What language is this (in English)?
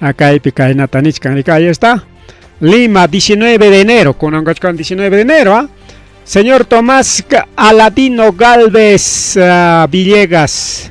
Ayacucho Quechua